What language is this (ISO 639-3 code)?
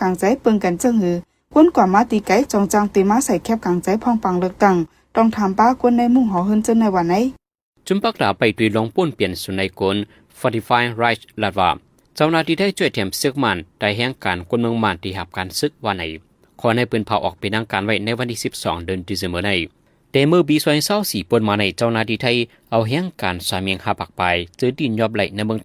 shn